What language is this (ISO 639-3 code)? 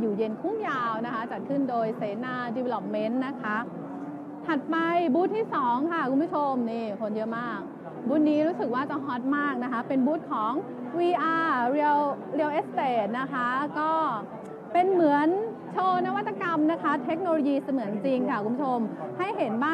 tha